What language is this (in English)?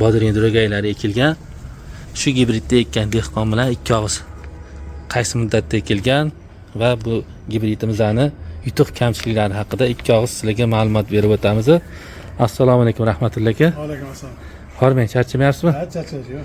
Uzbek